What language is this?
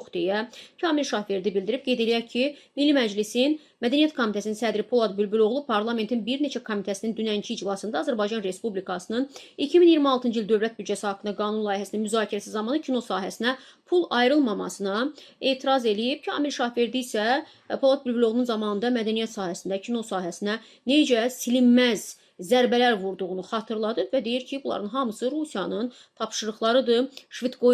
Azerbaijani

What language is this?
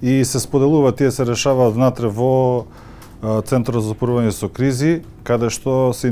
Macedonian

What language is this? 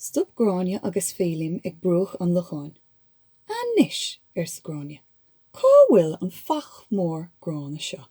Irish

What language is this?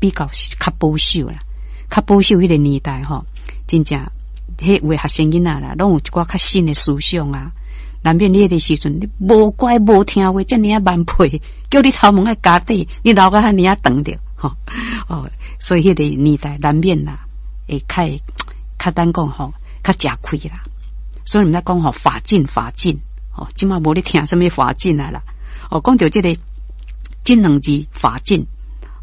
Min Nan Chinese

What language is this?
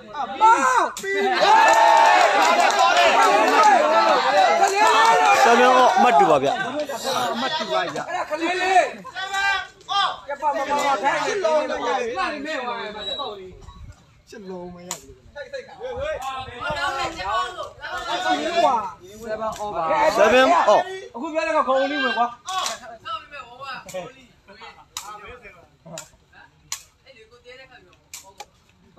Burmese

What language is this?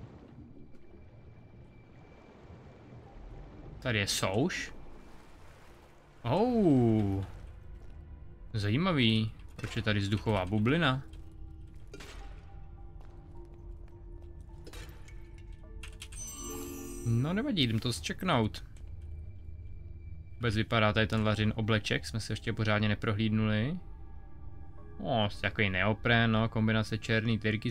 Czech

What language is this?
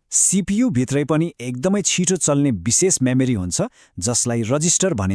Nepali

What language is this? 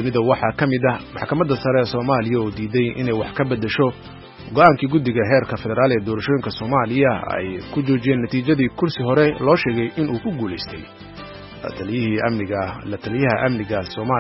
Somali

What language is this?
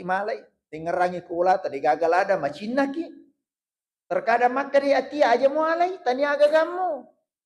Buginese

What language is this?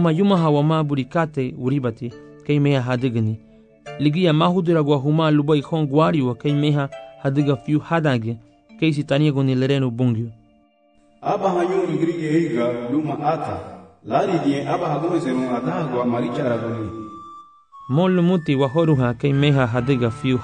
Garifuna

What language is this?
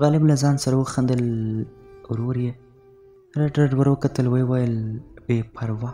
Pashto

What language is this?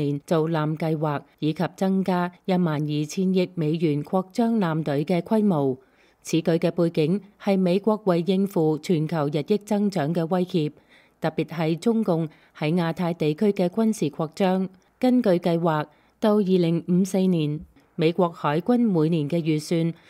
Cantonese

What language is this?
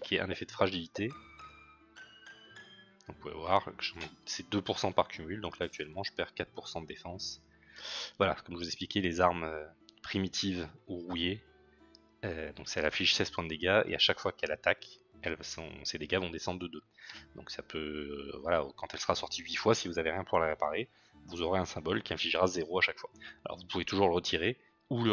French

